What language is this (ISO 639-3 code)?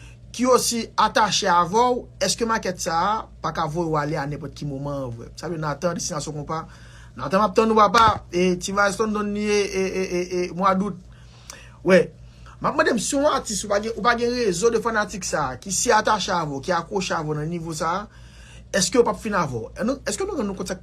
hat